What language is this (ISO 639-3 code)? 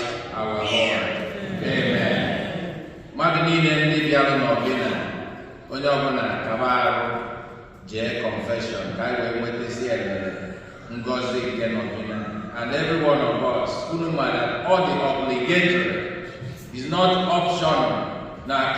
ibo